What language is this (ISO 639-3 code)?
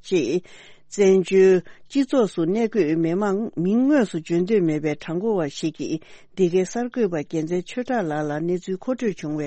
bod